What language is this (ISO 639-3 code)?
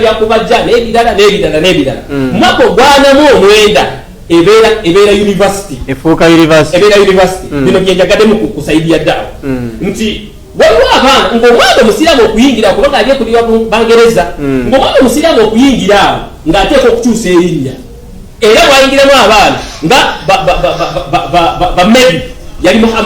lug